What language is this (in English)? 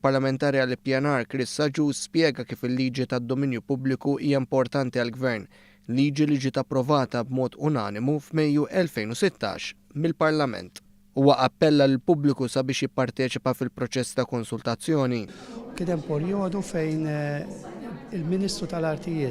Maltese